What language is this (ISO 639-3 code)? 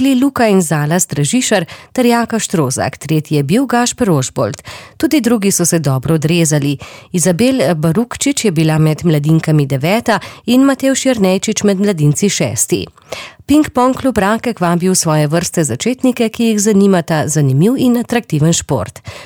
slv